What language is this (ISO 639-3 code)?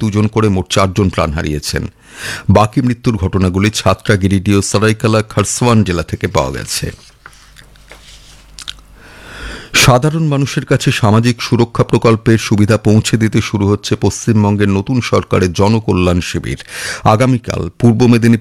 ben